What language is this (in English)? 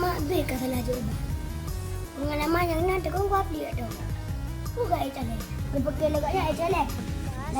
Achinese